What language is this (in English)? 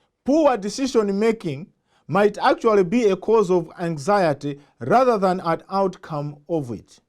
English